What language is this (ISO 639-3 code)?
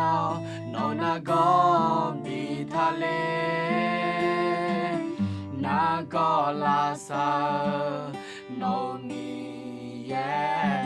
ahk